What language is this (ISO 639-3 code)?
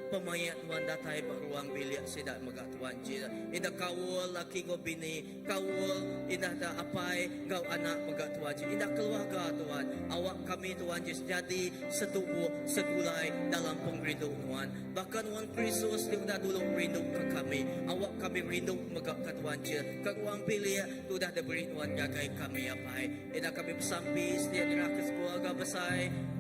iba